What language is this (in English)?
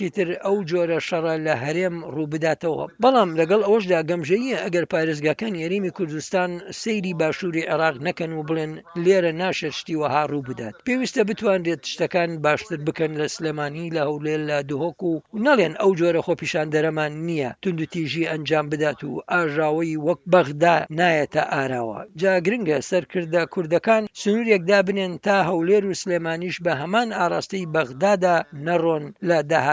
Central Kurdish